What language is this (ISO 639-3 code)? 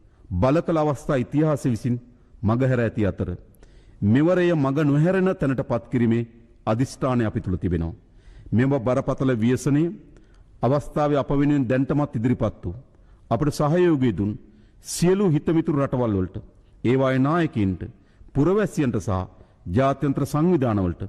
sin